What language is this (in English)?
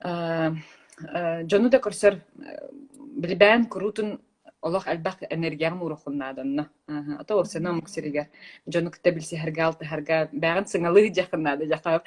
Yakut